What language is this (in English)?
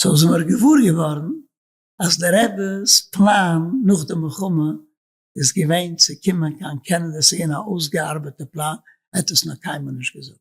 Yiddish